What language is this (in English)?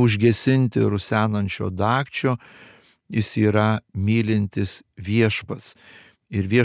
Lithuanian